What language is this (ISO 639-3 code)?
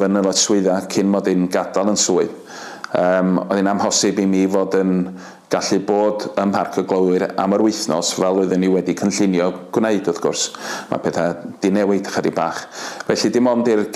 cym